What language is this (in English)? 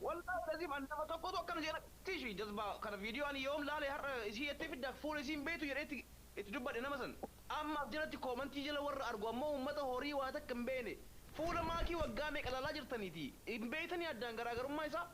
Oromo